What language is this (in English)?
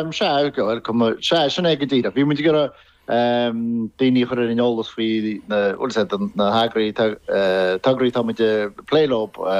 Irish